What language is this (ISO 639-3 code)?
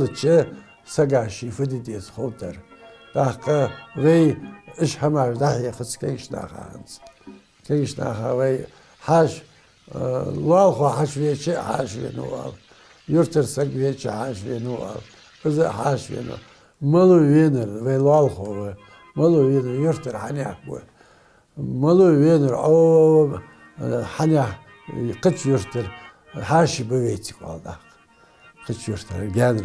inh